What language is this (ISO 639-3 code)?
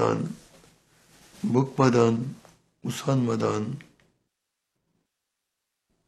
tur